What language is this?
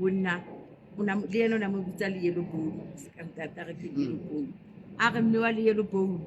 Southern Sotho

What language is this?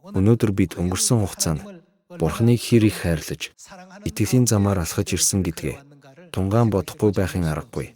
Mongolian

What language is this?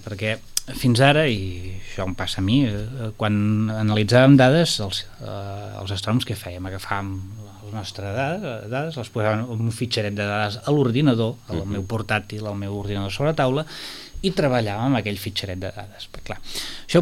Catalan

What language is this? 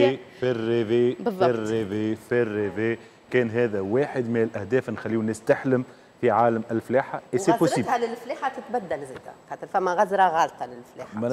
Tunisian Arabic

